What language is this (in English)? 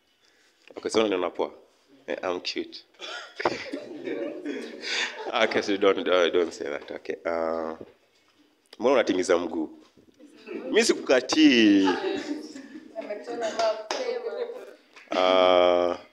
Swahili